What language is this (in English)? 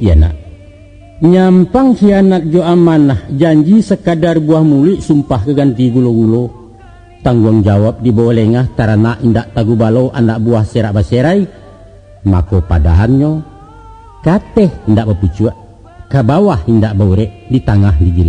Minangkabau